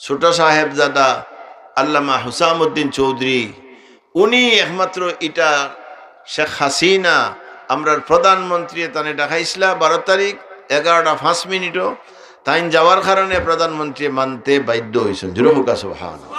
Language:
Sylheti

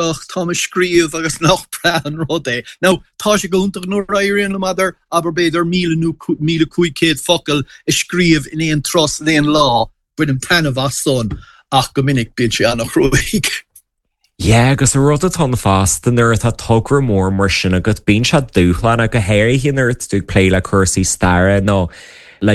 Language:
Irish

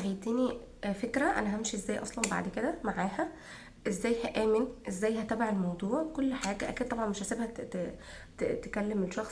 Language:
Egyptian Arabic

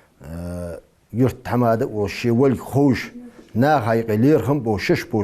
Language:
Ingush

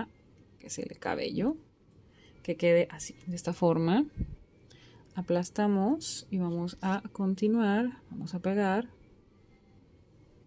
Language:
Spanish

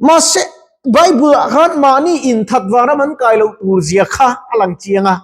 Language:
Mizo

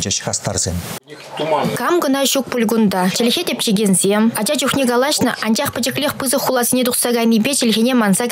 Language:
Chuvash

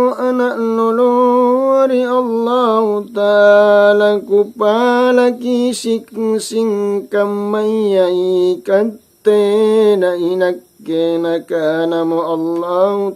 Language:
Makasar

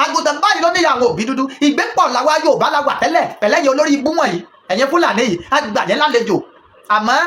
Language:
Yoruba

